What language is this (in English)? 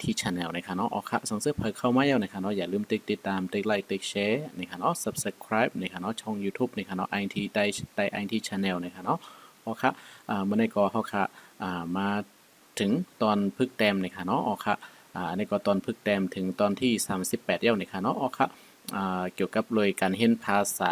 Shan